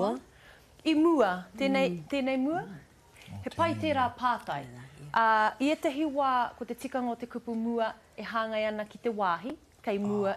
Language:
Māori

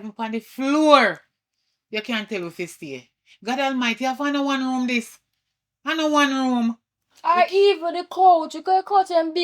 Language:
Jamaican Creole English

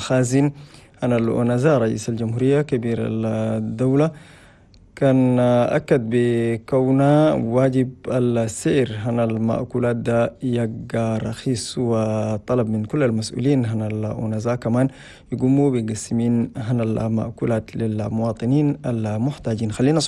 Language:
Chadian Arabic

